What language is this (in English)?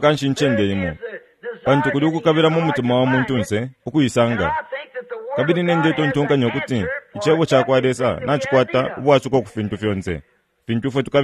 Bemba